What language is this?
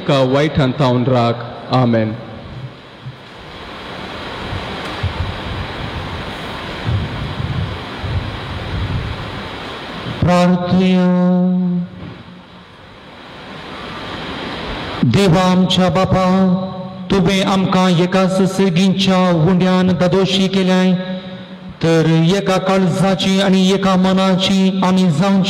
Konkani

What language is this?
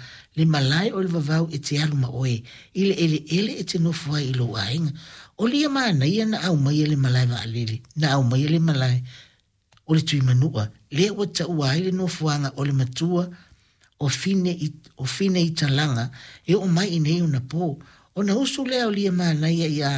Samoan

